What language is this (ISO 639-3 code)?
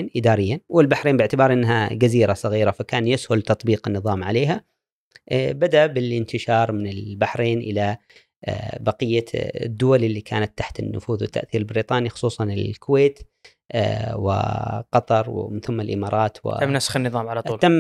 afb